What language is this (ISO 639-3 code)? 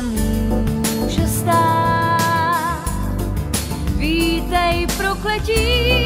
ces